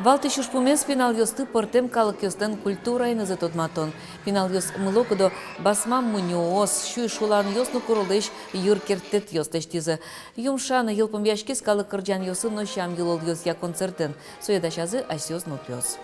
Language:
Udmurt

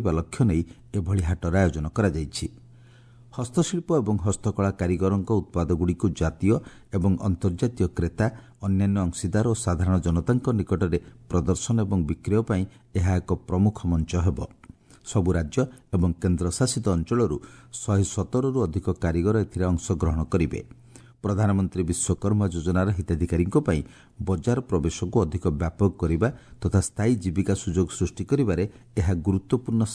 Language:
Odia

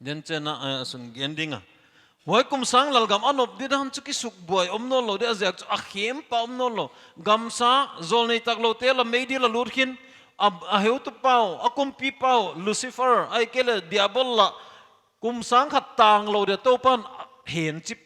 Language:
Paite Chin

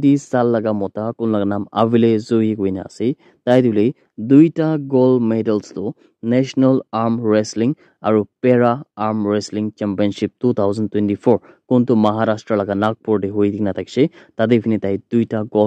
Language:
Naga Pidgin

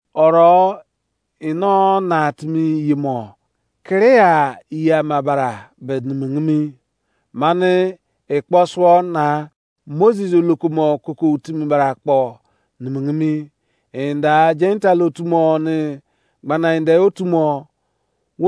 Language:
Izon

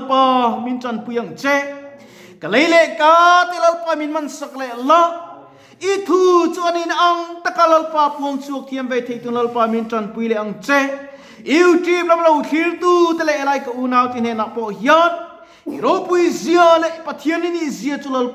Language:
Mizo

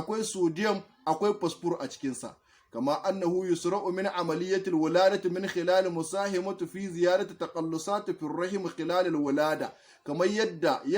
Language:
Hausa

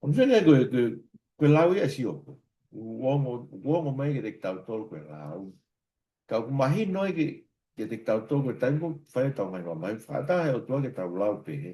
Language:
Tongan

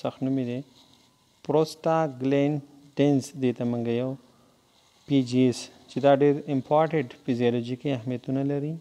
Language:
Pashto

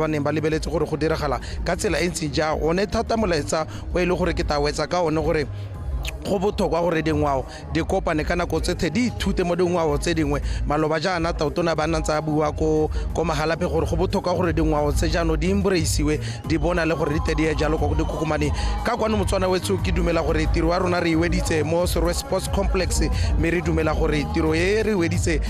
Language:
Tswana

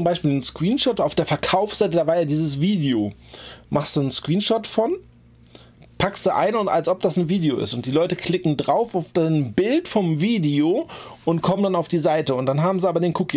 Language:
German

